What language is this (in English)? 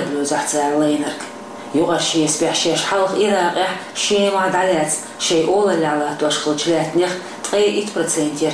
Chechen